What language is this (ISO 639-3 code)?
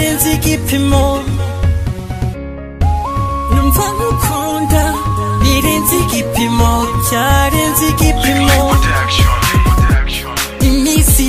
kin